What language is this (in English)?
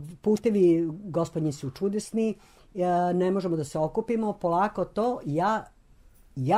Serbian